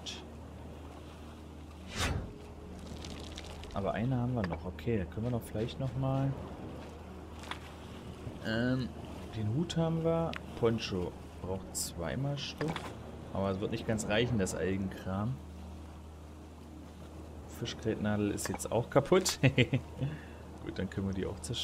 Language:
German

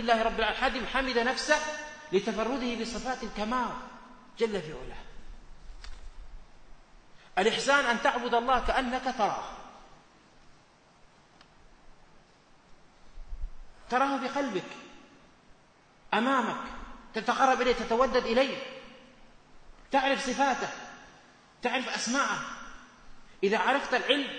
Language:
Arabic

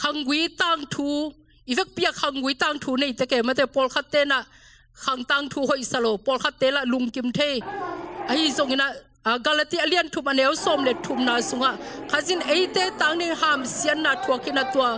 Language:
Tedim Chin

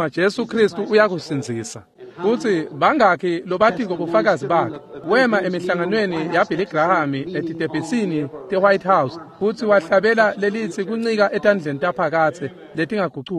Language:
Swati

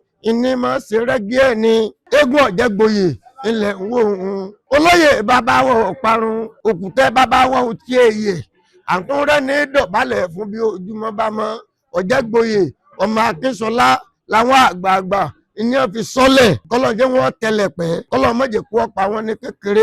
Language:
Yoruba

